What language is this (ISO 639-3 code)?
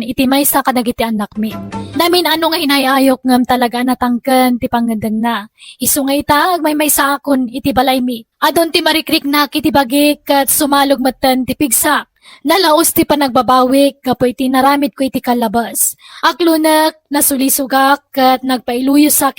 ilo